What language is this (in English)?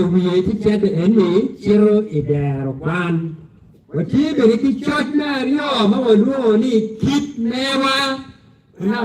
Acoli